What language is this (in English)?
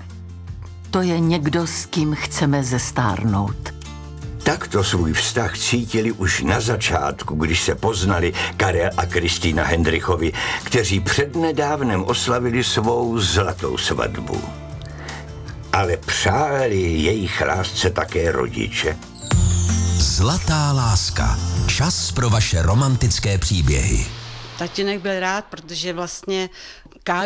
Czech